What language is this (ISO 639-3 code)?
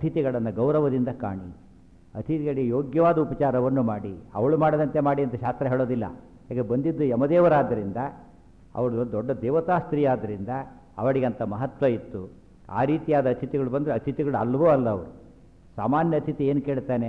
kan